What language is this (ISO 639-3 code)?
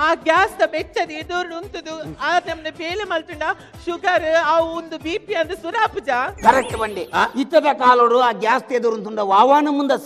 tcy